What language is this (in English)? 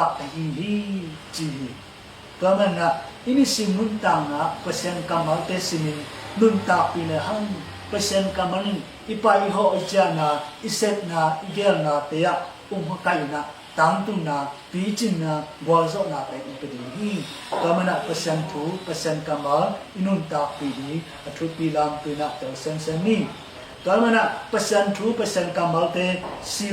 Tedim Chin